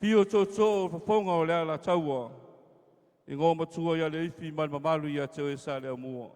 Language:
Samoan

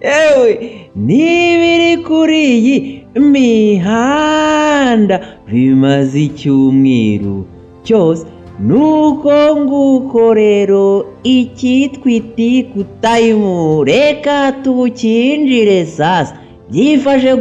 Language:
Kinyarwanda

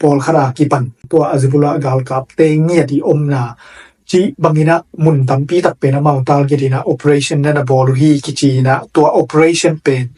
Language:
Tedim Chin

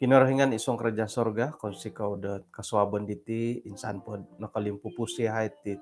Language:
Central Dusun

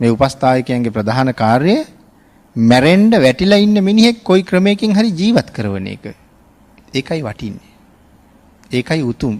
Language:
Sinhala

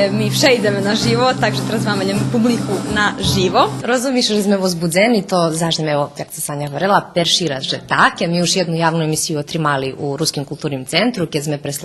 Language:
Rusyn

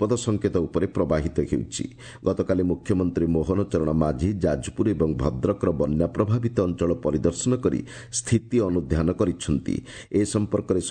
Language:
Odia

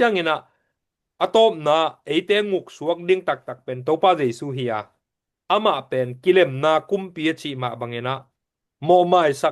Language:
Tedim Chin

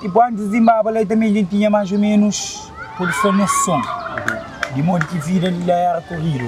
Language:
Kabuverdianu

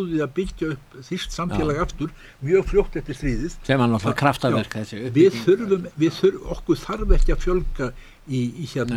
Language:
Icelandic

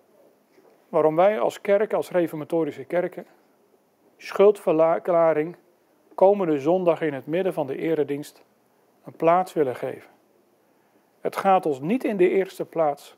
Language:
Dutch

